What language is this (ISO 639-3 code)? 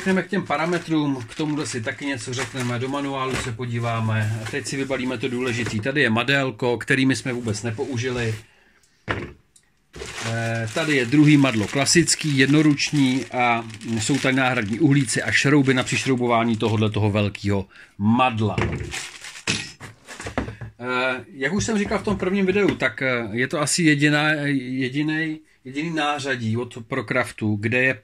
ces